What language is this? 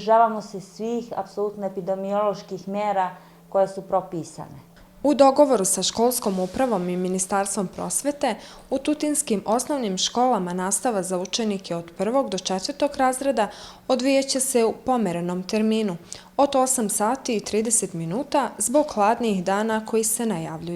Bosnian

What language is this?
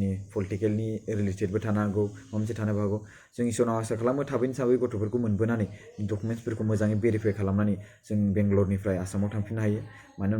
Bodo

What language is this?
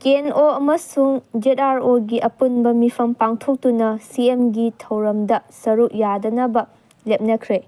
Manipuri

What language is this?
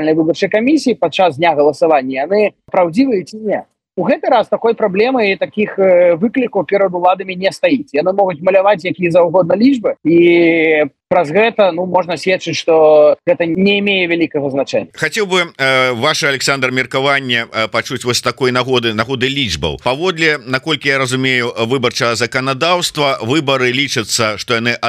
Belarusian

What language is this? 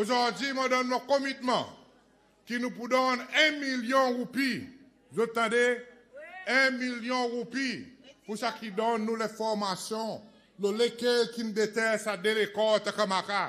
Seselwa Creole French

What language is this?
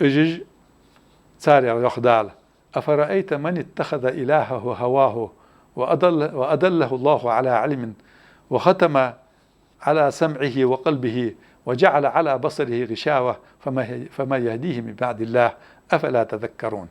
Ingush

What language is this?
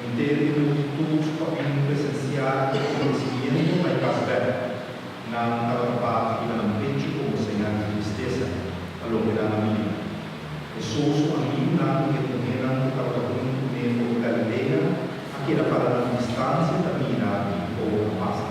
Papiamento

